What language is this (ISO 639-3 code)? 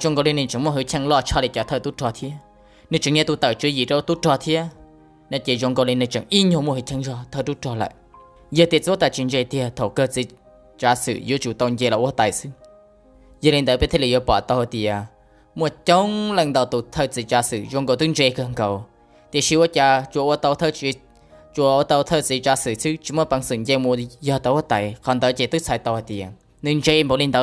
hmn